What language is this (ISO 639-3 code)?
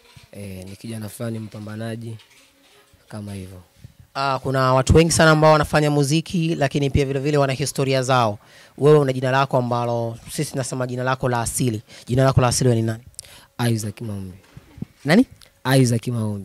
swa